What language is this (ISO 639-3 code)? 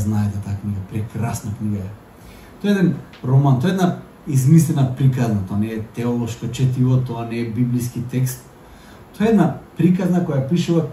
mkd